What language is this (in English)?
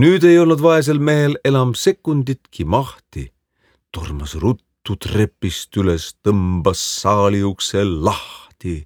Estonian